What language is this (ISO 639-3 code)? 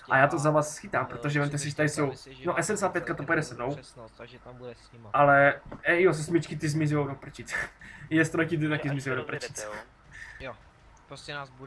ces